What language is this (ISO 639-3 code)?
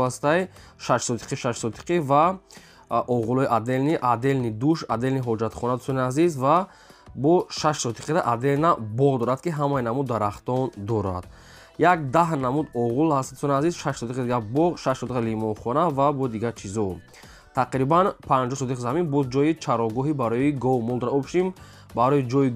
tgk